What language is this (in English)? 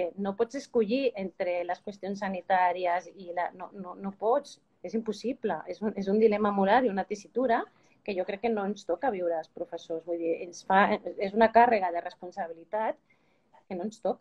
Catalan